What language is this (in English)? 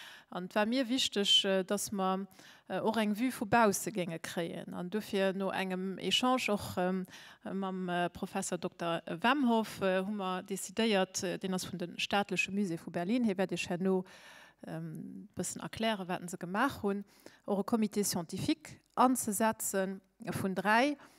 Luxembourgish